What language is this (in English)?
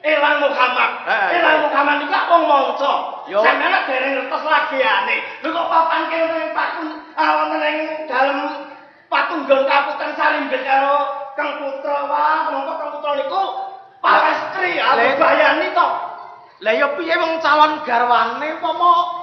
Javanese